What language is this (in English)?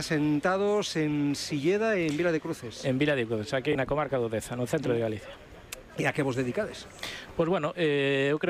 Galician